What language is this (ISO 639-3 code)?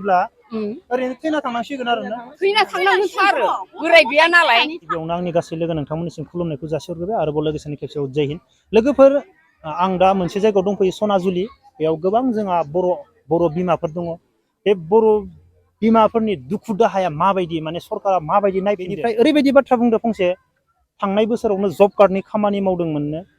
brx